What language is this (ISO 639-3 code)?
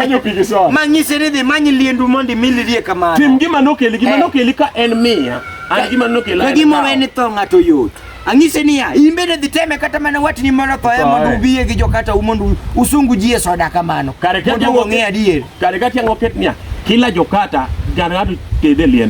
luo